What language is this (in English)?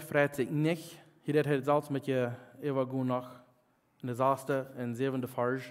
Plautdietsch